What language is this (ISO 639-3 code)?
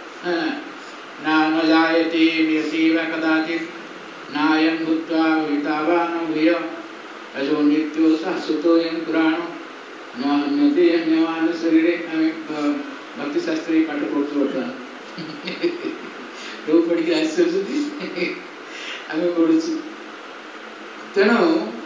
ori